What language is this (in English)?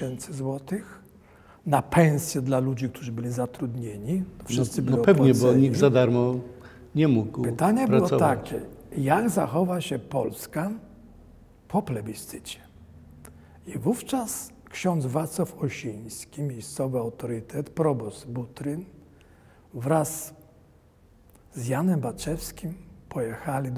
Polish